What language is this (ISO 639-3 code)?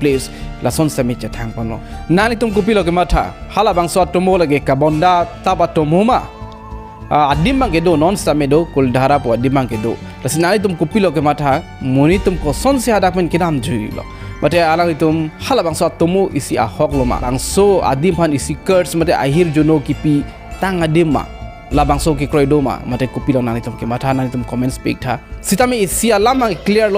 mjw